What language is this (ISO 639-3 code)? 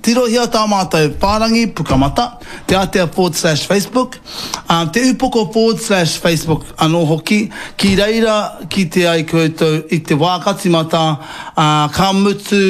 mri